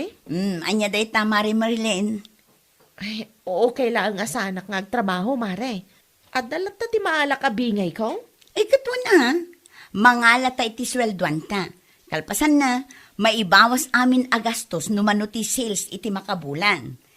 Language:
Iloko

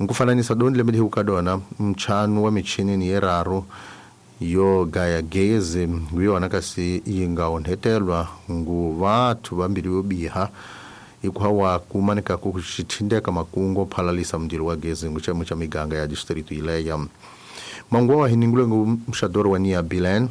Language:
Tsonga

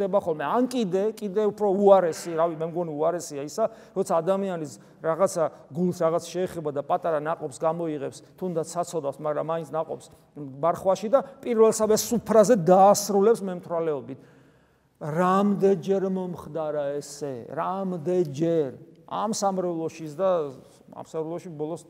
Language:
Georgian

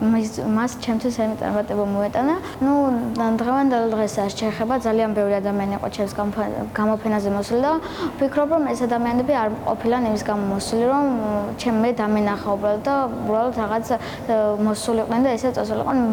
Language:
Georgian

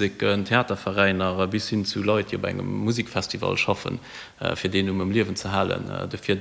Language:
Luxembourgish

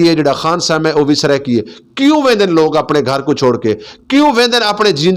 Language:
Saraiki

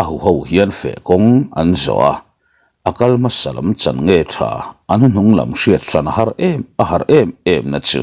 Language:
Mizo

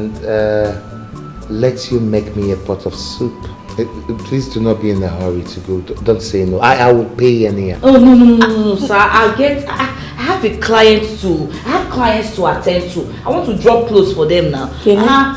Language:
Nigerian Pidgin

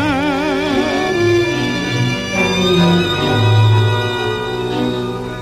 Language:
Hungarian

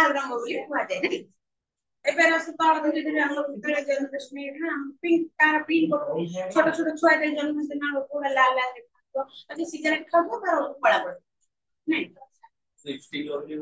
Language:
Odia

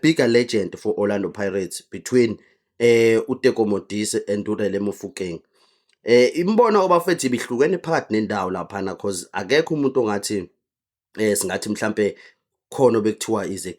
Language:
Zulu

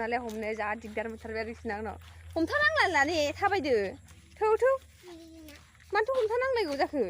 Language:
Bodo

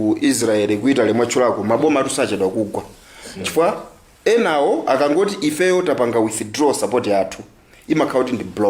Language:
Nyanja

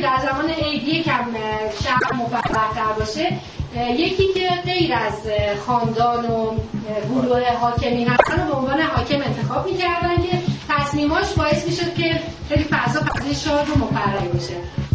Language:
Persian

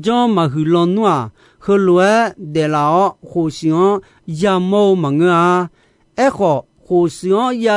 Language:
Akha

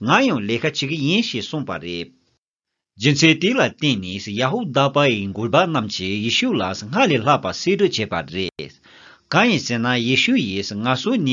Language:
Tibetan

